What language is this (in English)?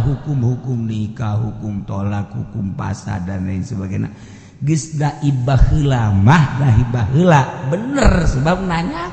Sundanese